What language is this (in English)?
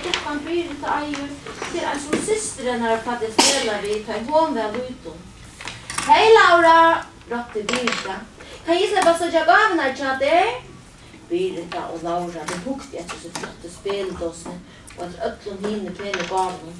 Faroese